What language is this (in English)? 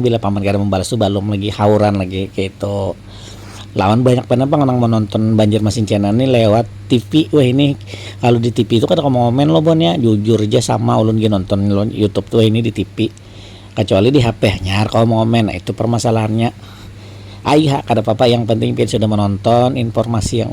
Banjar